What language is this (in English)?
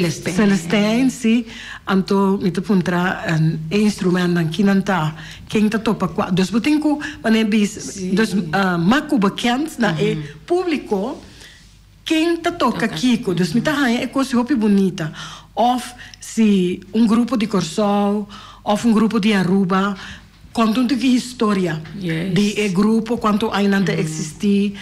Papiamento